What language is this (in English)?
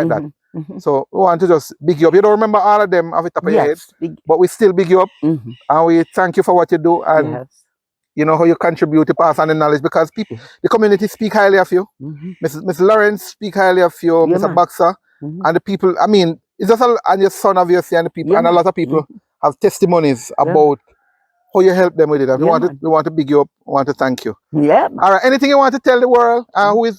Jamaican Creole English